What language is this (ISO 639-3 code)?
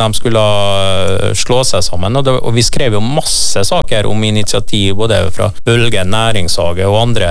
nor